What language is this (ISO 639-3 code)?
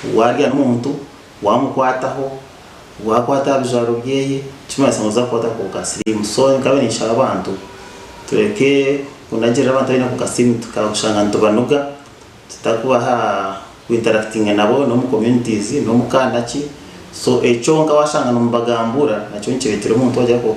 nyn